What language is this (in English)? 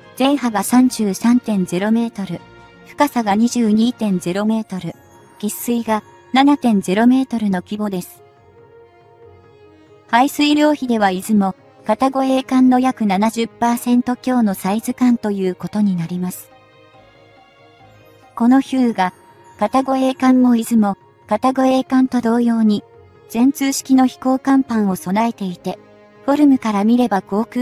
Japanese